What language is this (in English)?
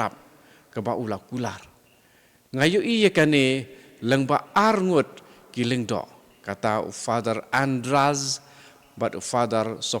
Khasi